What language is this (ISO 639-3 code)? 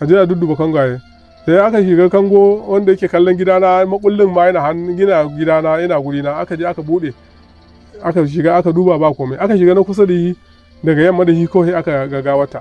hau